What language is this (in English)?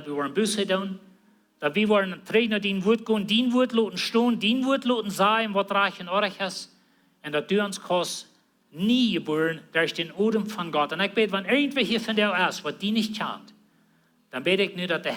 Plautdietsch